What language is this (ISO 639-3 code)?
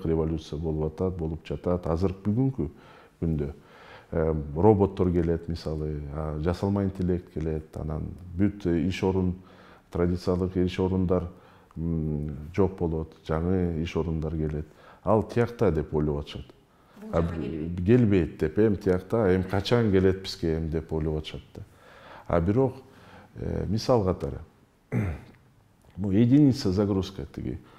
kir